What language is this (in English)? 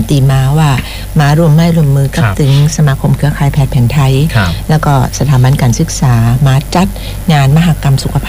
Thai